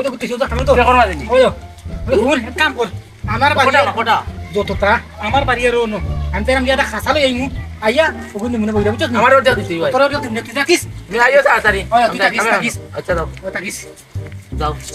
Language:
Sylheti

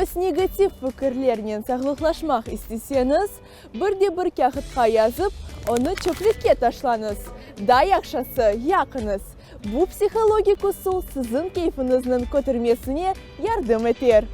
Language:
Crimean Tatar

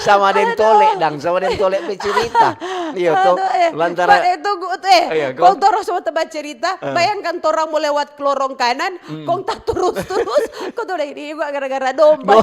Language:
Manado Malay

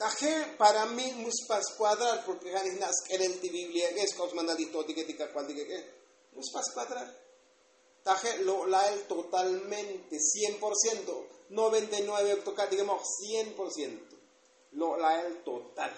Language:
Tzotzil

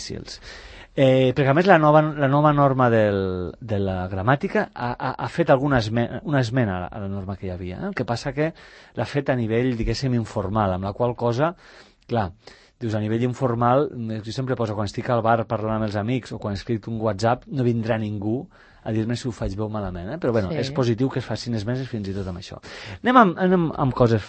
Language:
Catalan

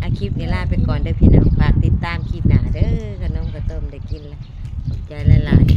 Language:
Northeastern Thai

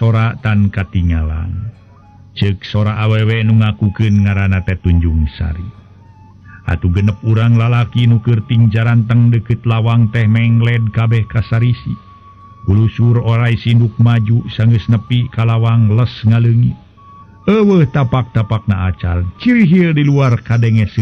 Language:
Sundanese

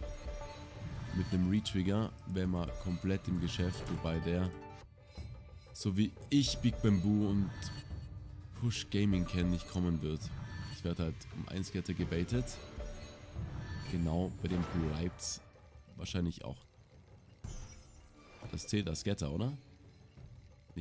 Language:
German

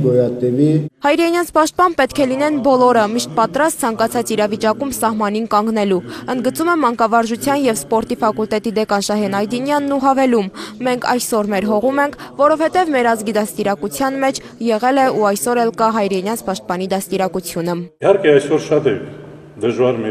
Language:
Armenian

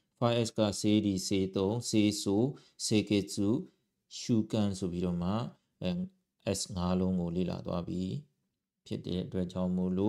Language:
Burmese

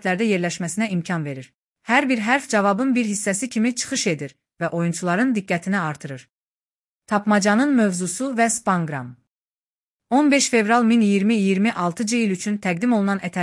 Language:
Azerbaijani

